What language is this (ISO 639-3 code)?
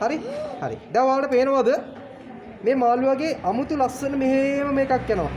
sin